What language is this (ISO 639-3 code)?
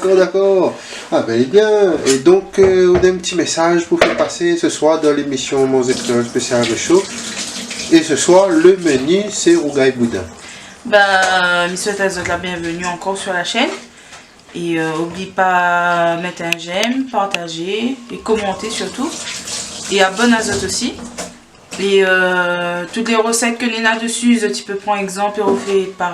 rcf